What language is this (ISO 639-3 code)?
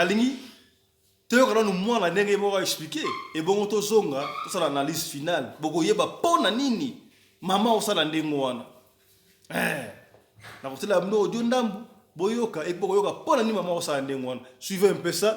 lin